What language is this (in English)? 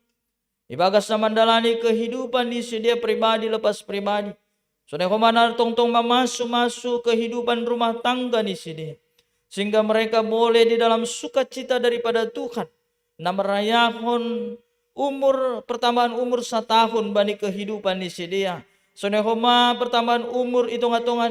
Batak Simalungun